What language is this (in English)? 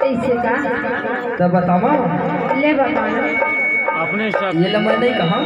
Chhattisgarhi